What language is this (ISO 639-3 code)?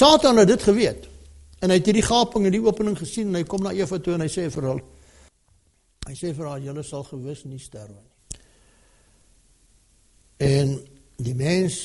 afr